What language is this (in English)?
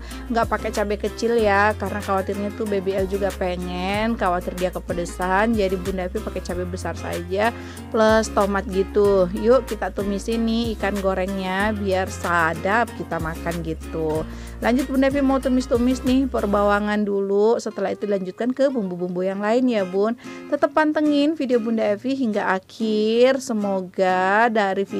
Indonesian